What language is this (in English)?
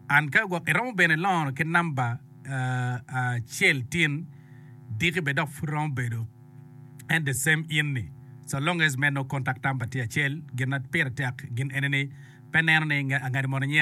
Acoli